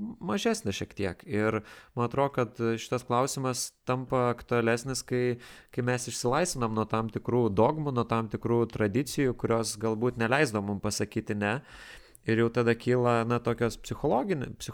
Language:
Lithuanian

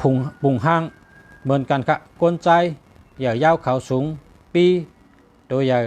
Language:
Shan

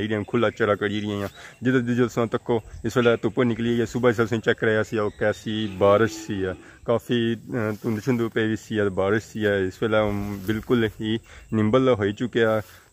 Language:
Pahari-Potwari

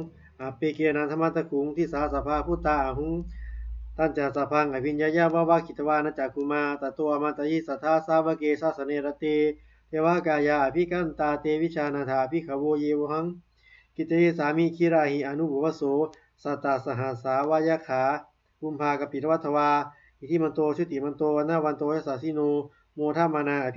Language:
Pali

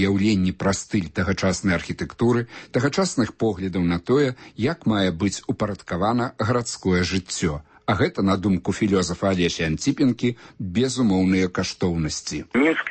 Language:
Belarusian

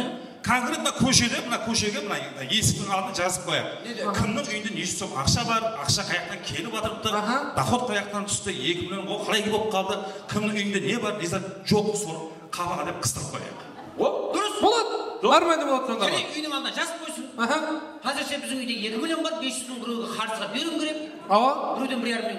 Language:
Kara-Kalpak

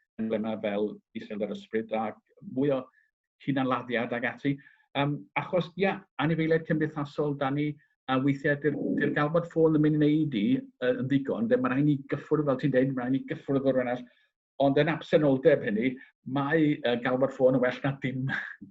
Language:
Welsh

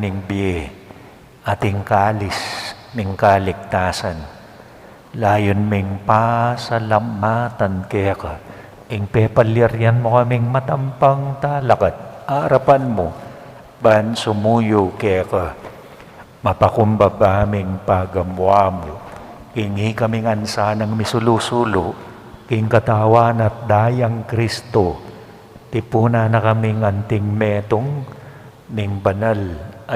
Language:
Pampanga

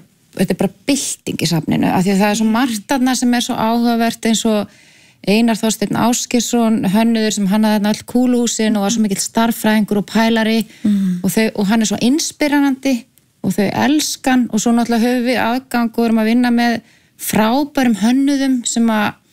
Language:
Icelandic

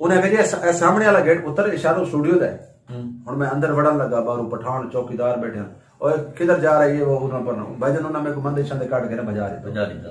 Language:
Saraiki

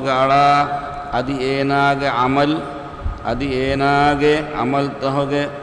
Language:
Divehi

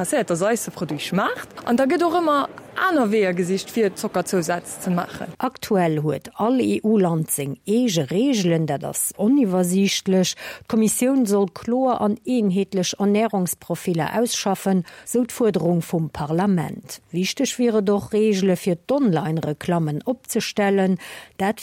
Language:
Luxembourgish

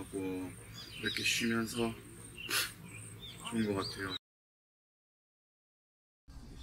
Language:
Korean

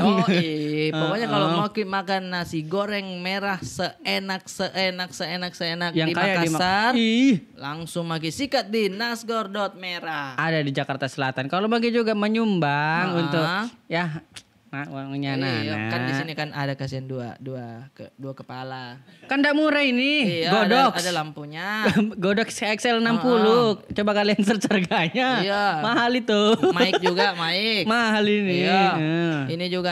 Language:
Makassar Malay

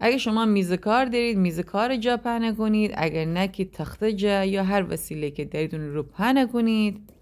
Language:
Gilaki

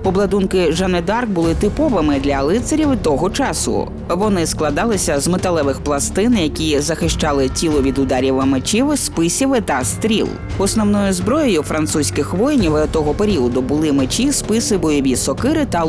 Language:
Ukrainian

